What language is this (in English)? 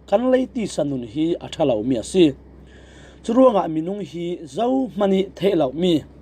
Falam Chin